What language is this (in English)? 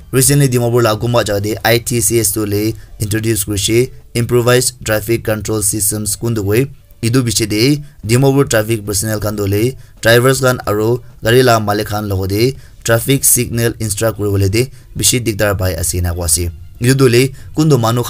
Naga Pidgin